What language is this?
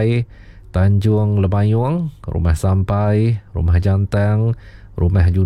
Iban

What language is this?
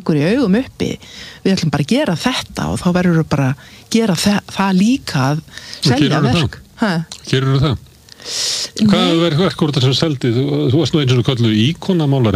Icelandic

